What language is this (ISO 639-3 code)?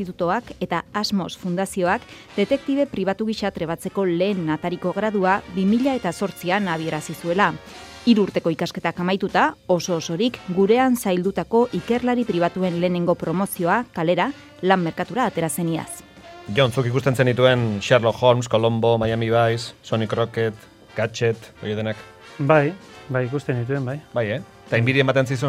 eus